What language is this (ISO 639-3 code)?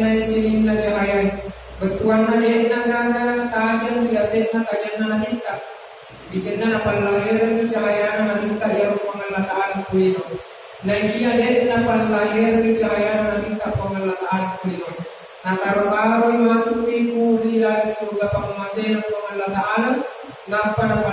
bug